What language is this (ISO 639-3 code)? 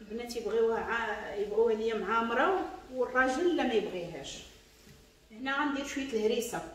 ary